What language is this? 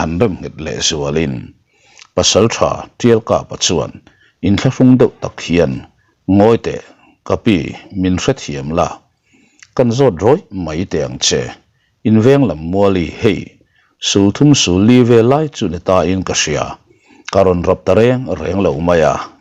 Mizo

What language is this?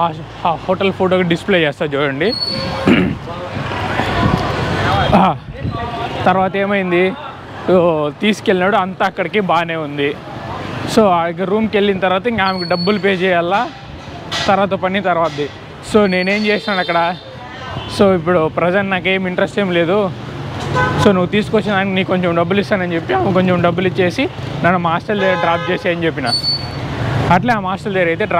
Telugu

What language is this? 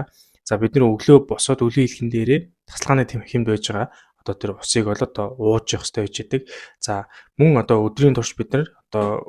Mongolian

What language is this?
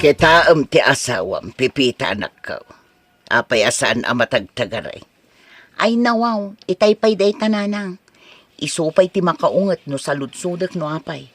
Iloko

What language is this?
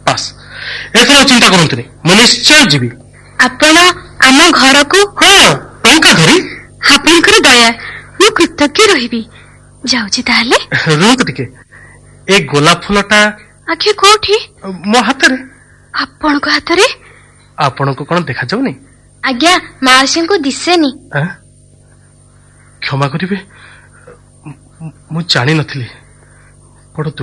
Odia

